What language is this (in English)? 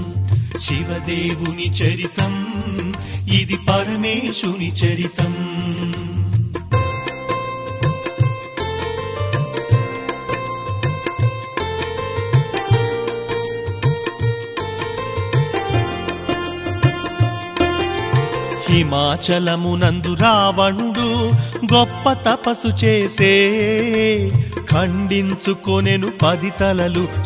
Telugu